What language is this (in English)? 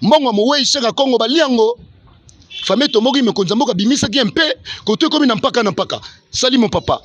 Lingala